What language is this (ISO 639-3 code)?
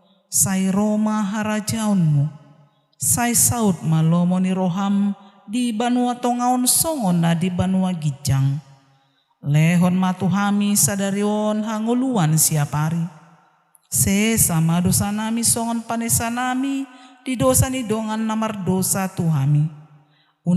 bbc